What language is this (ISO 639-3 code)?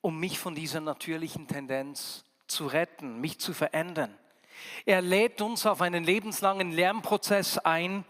gsw